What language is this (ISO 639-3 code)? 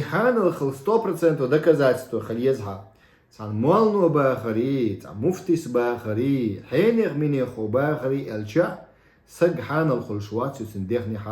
che